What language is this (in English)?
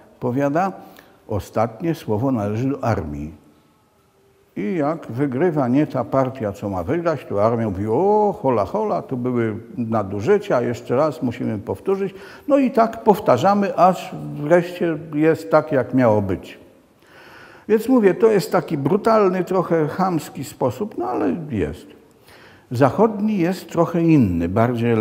Polish